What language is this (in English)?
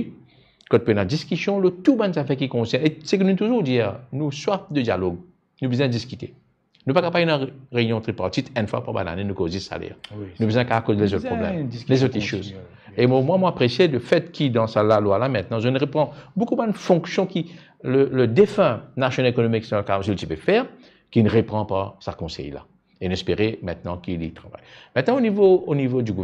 Morisyen